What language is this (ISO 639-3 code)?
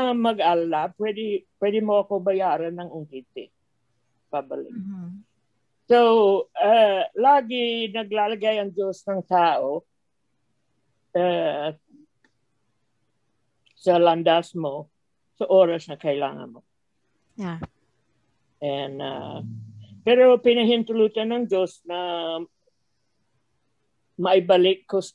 fil